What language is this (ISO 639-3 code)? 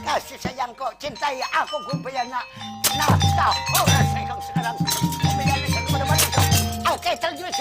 bjn